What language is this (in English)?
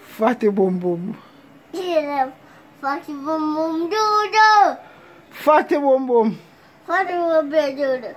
Jamaican Creole English